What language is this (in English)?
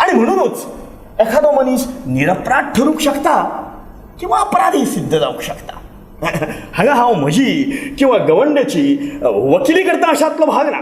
Konkani